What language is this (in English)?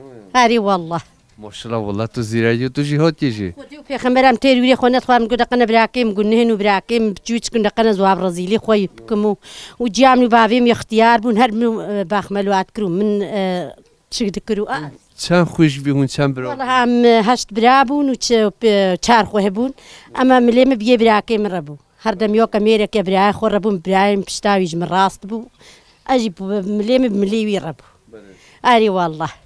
Kurdish